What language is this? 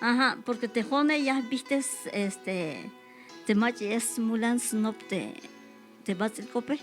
Tzeltal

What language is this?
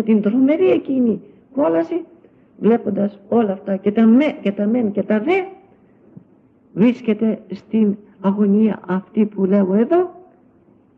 Greek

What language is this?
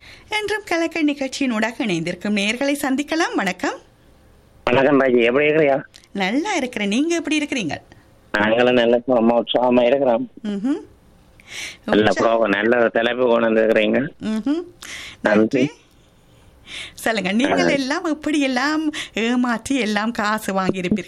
Tamil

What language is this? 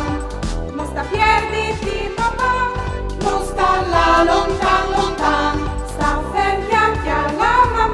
Friulian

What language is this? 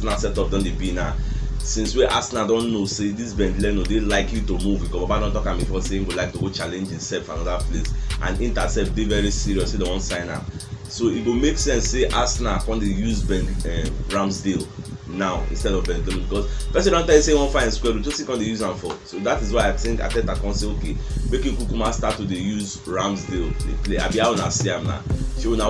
Nigerian Pidgin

